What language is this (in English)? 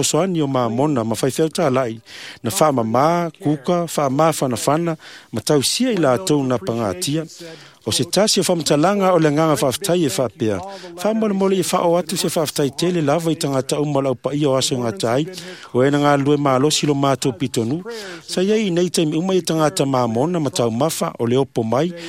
Samoan